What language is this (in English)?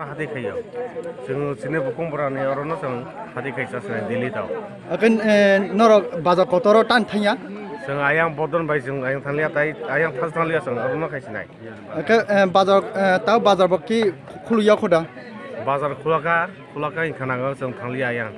Kok Borok